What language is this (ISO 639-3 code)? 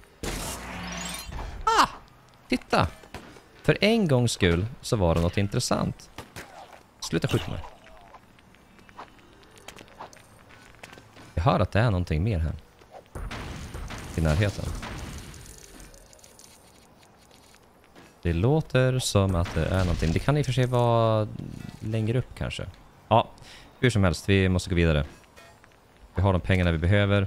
swe